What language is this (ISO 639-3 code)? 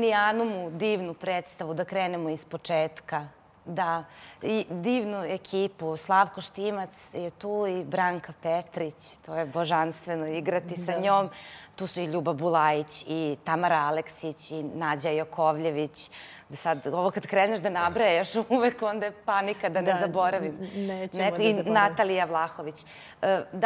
srp